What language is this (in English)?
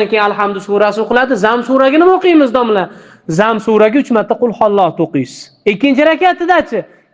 Uzbek